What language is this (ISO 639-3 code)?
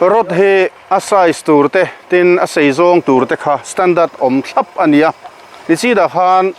lus